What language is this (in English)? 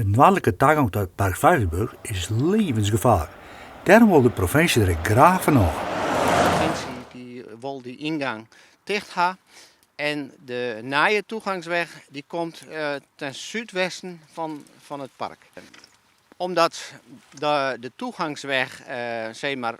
Western Frisian